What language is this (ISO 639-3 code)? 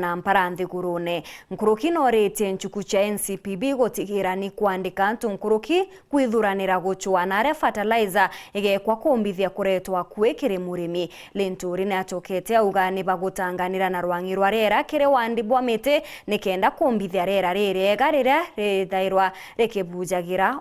mer